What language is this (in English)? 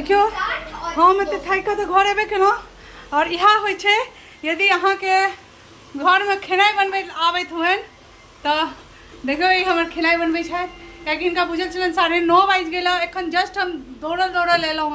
Maithili